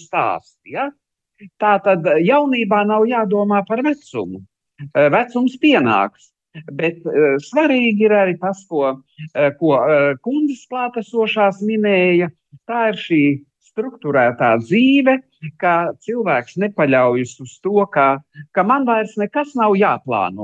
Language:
Latvian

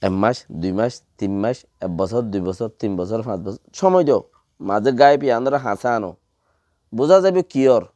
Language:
Rohingya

